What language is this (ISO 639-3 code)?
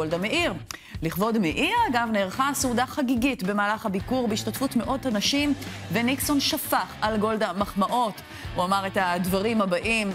heb